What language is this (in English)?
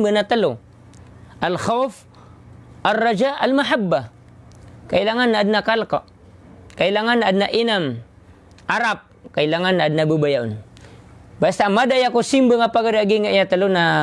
Maranao